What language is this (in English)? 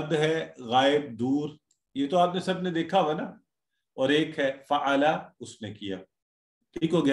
Urdu